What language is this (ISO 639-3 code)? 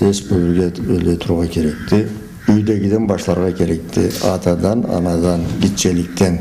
krc